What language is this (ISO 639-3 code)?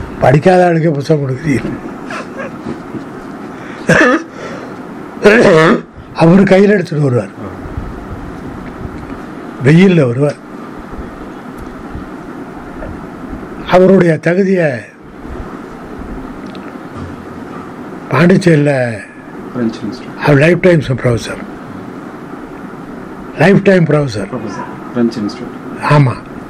tam